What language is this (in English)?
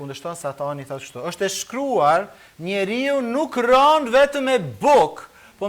Albanian